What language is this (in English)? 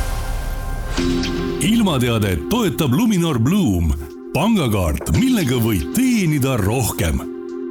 Estonian